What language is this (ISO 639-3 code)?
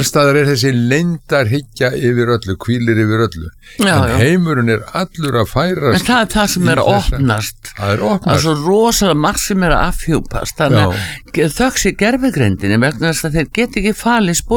isl